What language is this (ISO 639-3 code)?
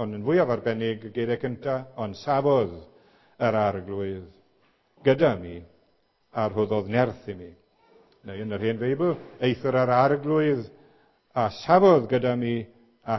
cym